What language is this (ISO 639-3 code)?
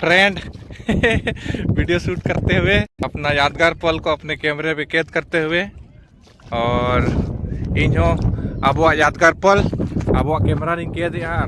sat